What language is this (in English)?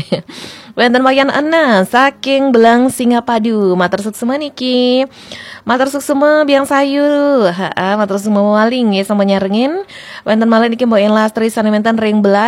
Balinese